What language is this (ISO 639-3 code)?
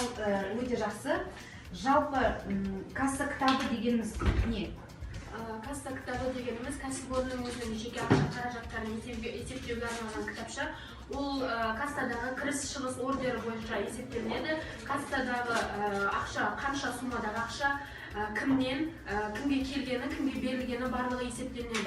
kaz